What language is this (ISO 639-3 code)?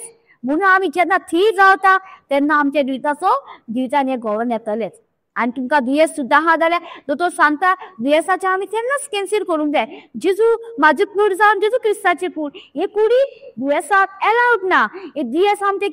kok